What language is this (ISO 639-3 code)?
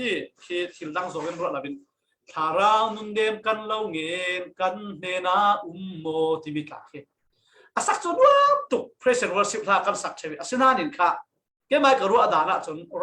cfm